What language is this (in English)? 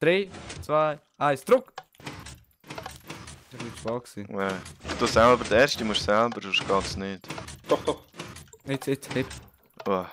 Swiss German